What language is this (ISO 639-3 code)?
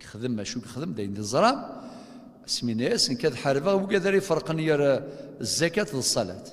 kab